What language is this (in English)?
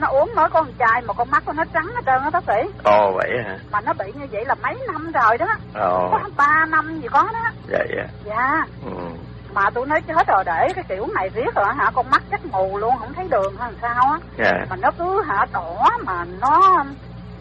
Vietnamese